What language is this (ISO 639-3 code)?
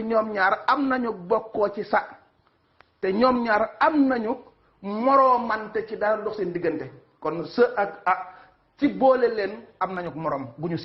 wol